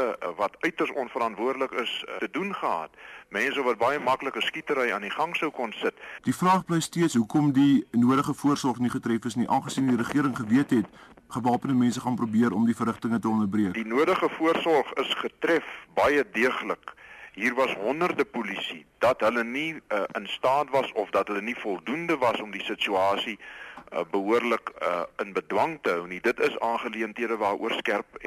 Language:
Afrikaans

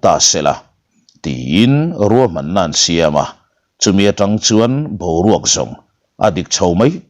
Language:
Mizo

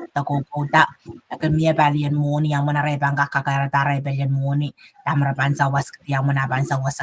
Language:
Pohnpeian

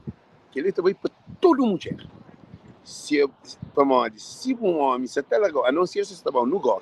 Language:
Kabuverdianu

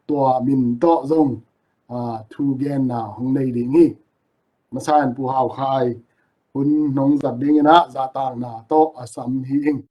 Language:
Tedim Chin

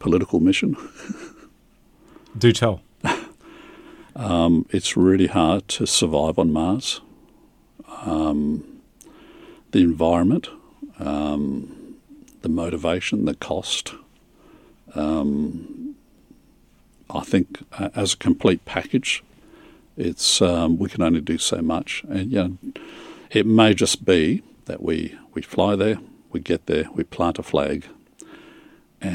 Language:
English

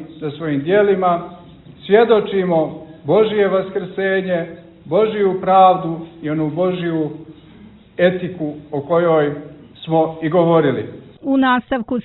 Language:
Bosnian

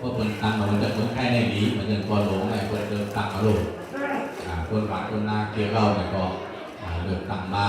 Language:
Shan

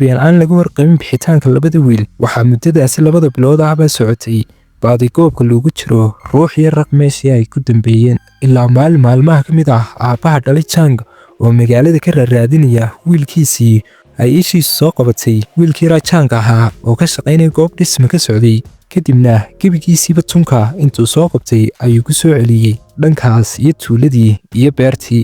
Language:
Somali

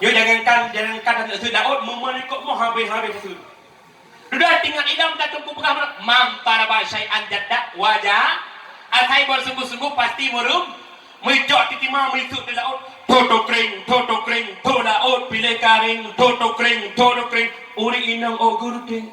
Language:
Achinese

